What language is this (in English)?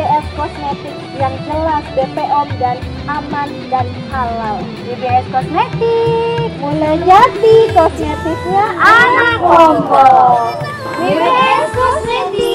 Sasak